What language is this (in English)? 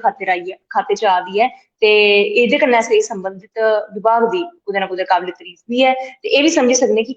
Dogri